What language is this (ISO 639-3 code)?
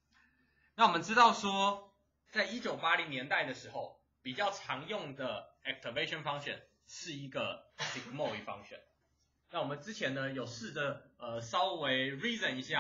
zho